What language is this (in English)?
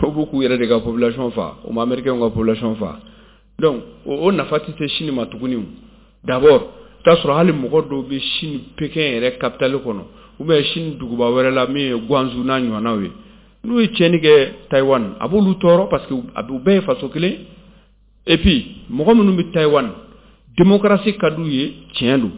Bambara